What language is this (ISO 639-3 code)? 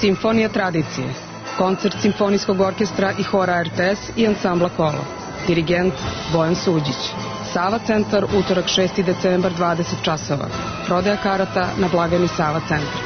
srp